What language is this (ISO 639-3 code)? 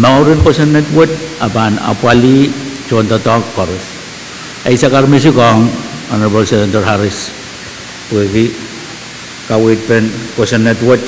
pon